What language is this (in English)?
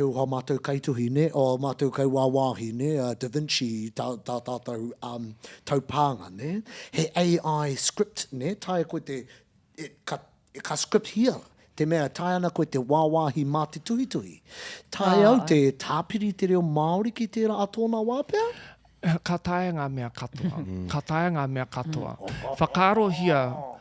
Māori